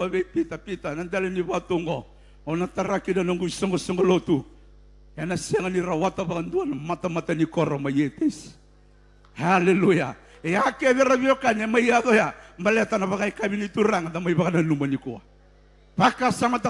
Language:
Fijian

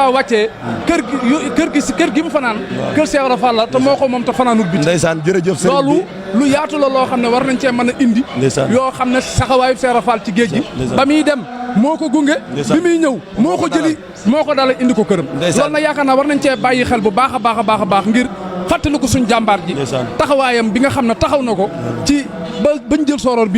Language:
Wolof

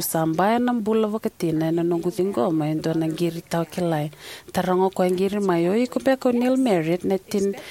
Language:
Fijian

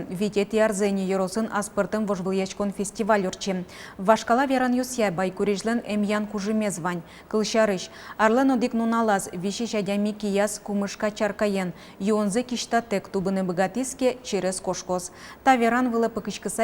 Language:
Udmurt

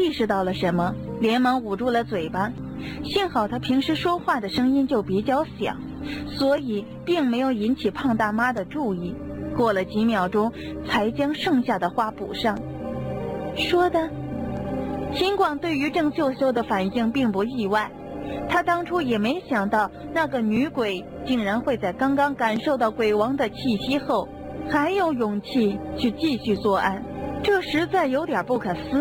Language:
Chinese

